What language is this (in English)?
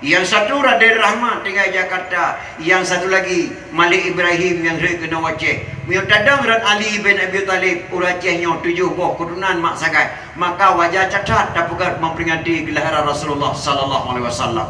Achinese